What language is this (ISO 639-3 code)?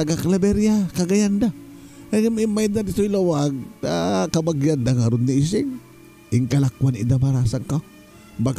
ilo